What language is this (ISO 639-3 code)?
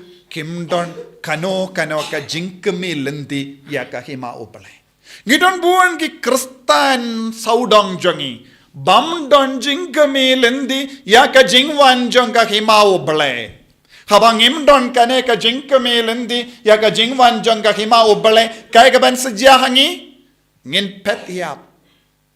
kha